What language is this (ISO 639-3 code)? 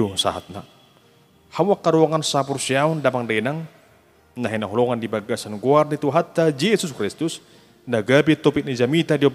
bbc